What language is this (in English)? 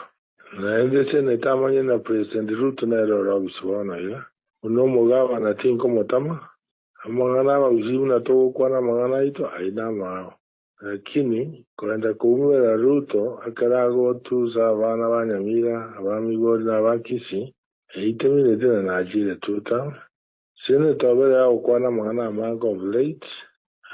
Gusii